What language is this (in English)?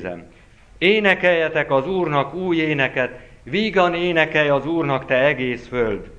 Hungarian